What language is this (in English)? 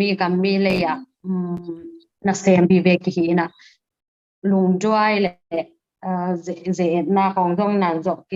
Tedim Chin